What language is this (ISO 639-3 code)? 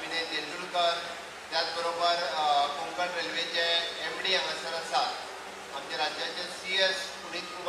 kok